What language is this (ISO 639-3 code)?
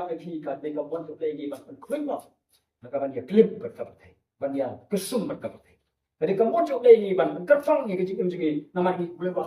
kha